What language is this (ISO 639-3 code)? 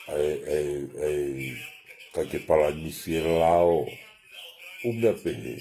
ton